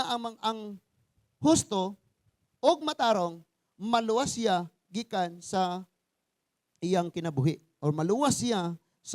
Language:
Cebuano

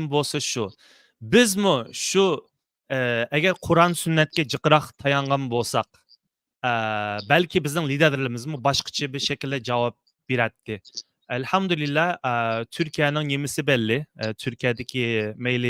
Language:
Uyghur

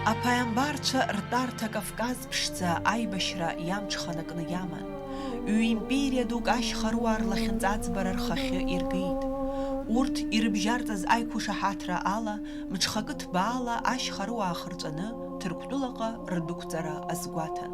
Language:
Abkhazian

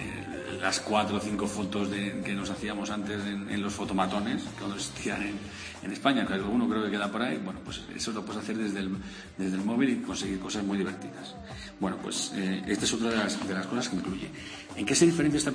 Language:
Spanish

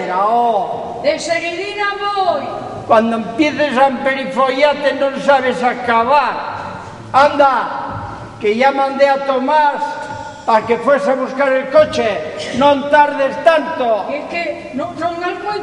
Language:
Asturian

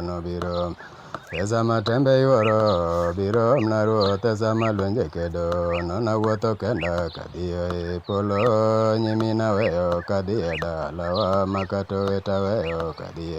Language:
Luo (Kenya and Tanzania)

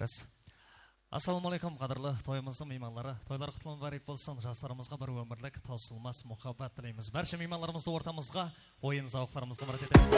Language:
Kara-Kalpak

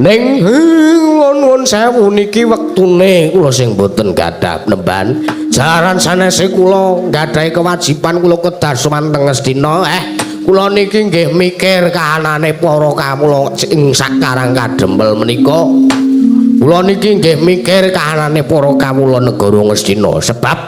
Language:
Javanese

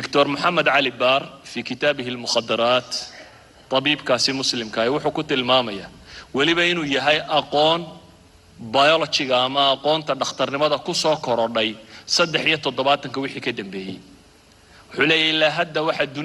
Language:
Somali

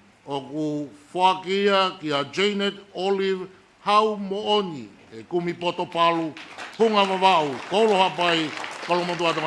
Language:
Tongan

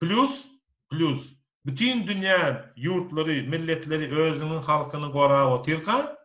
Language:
Turkmen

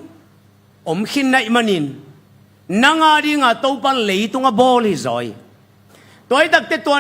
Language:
Tedim Chin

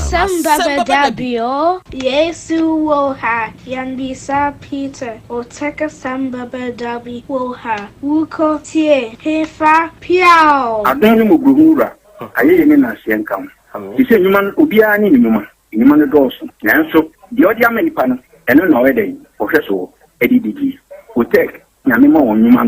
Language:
Akan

